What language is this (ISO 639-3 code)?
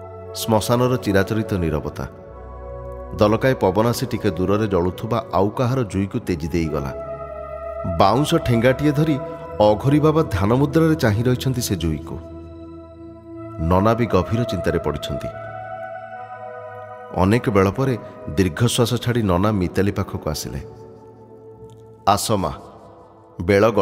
ori